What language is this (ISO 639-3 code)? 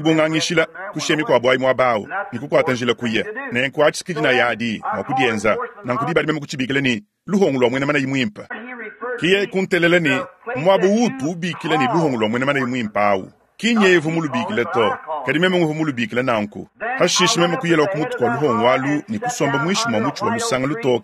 lua